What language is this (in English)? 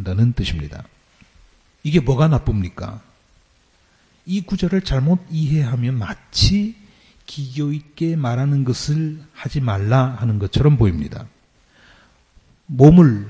Korean